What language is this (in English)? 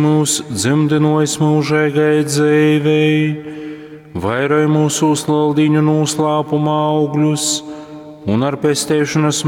Latgalian